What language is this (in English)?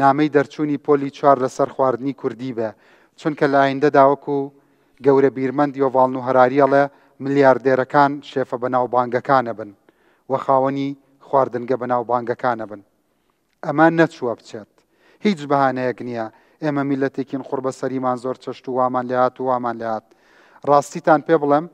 Central Kurdish